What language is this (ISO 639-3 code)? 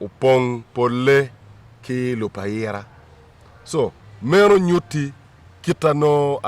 ach